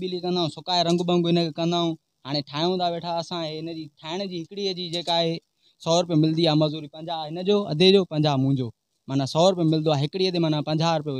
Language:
Sindhi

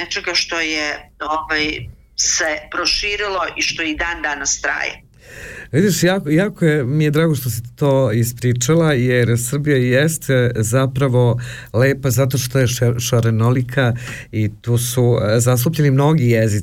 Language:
Serbian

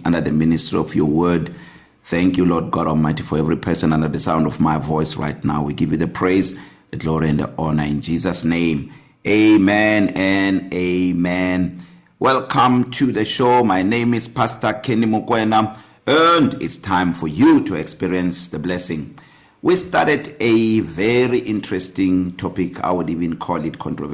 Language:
English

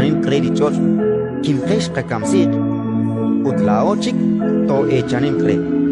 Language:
Kekchí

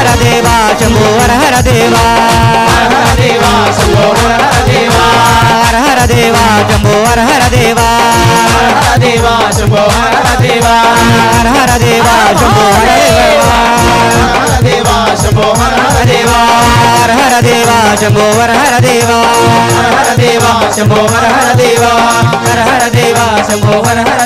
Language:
Telugu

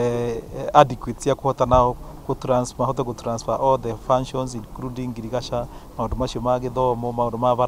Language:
Kikuyu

